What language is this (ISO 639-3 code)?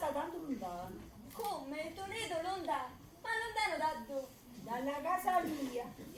nap